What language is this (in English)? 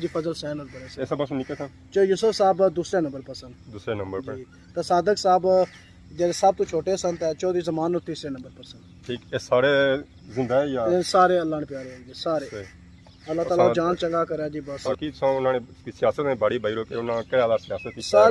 Pahari-Potwari